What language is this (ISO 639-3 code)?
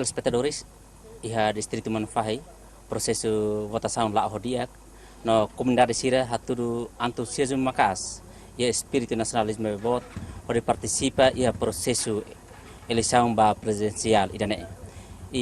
tet